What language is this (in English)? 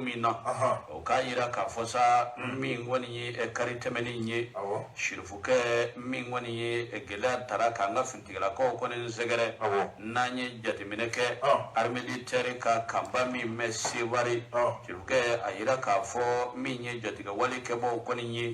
Bambara